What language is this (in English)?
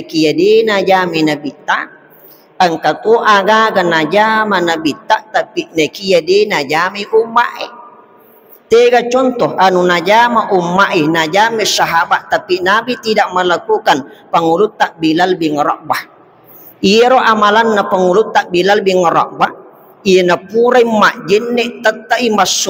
Buginese